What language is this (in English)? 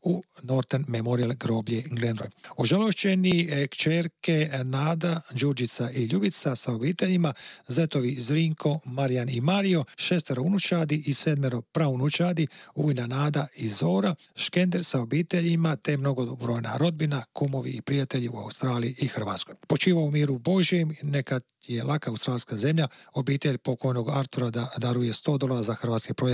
Croatian